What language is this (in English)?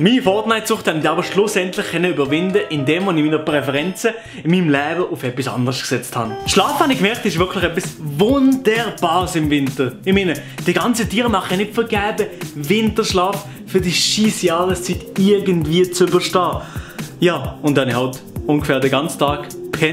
Swiss German